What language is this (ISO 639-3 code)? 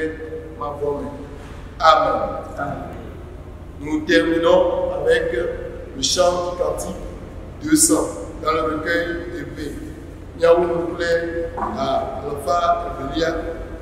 ewe